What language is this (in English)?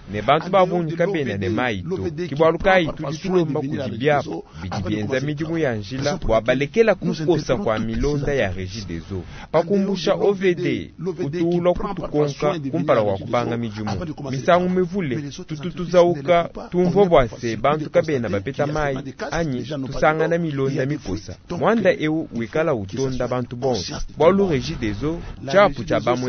Luba-Lulua